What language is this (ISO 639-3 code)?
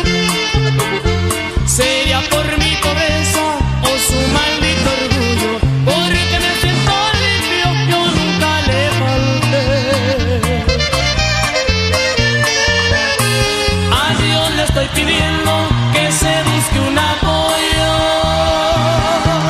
spa